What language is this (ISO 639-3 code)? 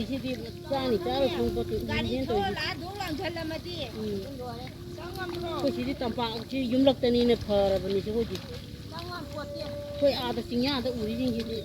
mni